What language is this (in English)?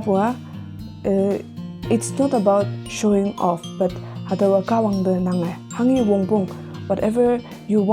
Konyak Naga